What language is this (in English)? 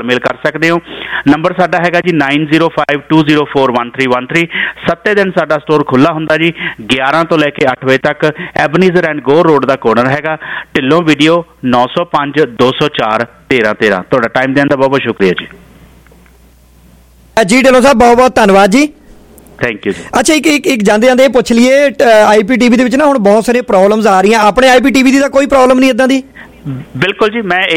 Punjabi